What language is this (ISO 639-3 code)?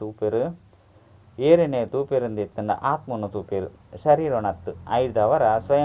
tcy